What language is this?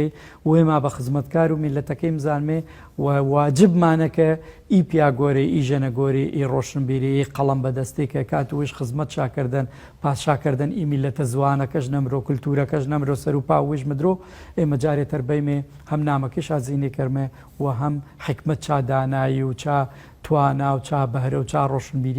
Gurani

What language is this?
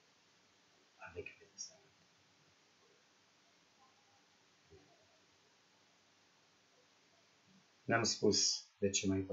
Romanian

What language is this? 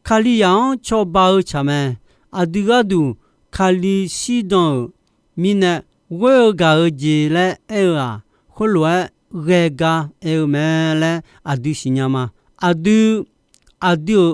Akha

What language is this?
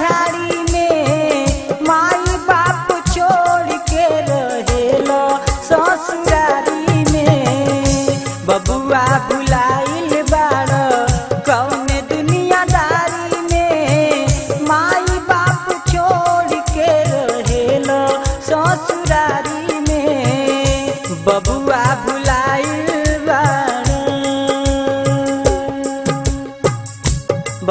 Bhojpuri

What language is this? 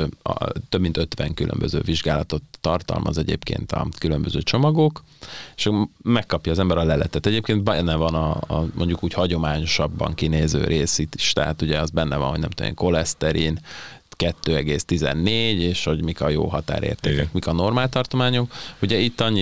Hungarian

